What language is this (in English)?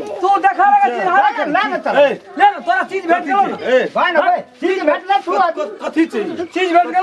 Maithili